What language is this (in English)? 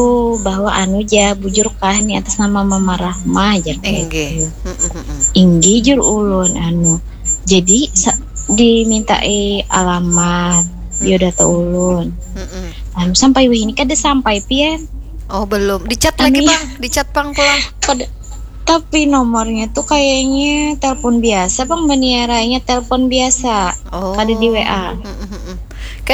Banjar